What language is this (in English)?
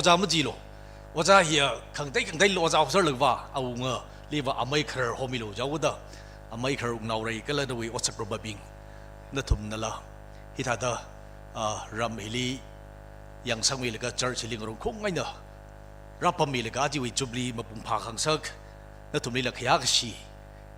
Tangkhul Naga (India)